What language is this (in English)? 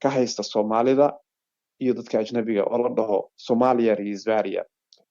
Somali